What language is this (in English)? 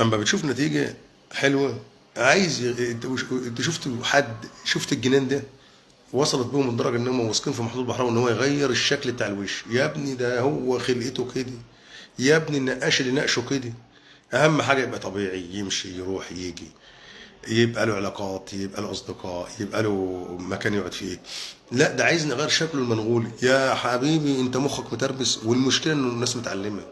Egyptian Arabic